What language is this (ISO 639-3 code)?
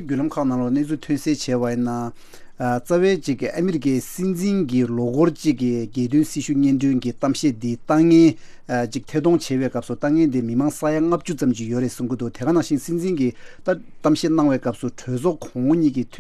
bod